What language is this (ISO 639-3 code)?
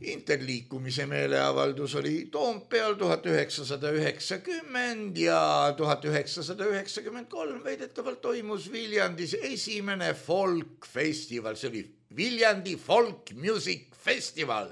est